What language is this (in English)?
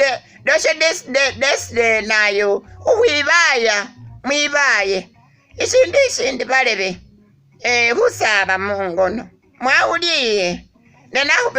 Masaaba